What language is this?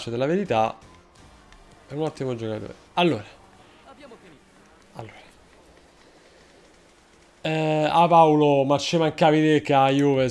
Italian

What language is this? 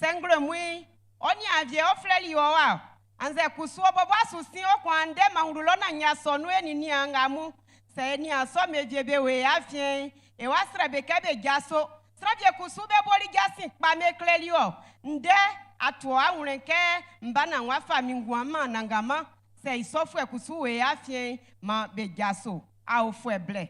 Baoulé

